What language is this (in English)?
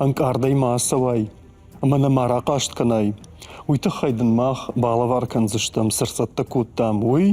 Ossetic